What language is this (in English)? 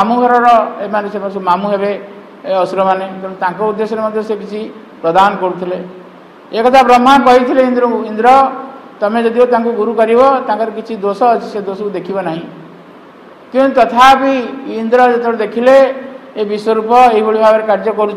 Odia